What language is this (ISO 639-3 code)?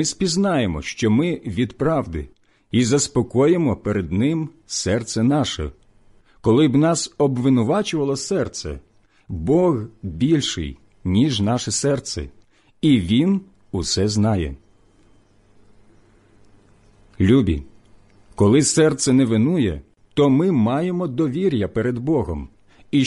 ukr